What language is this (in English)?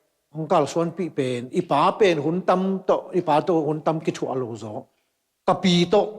Tedim Chin